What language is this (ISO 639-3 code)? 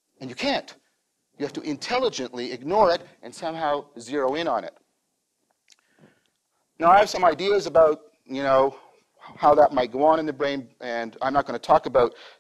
eng